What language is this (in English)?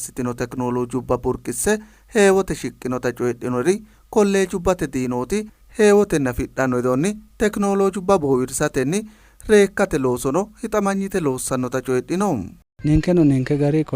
Sidamo